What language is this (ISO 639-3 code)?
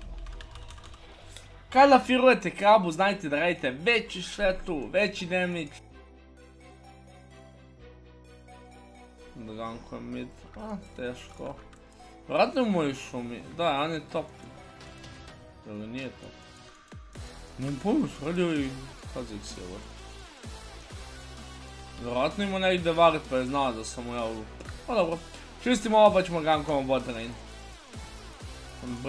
hrv